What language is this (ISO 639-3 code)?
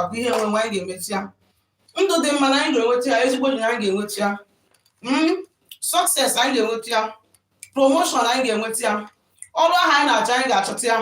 ibo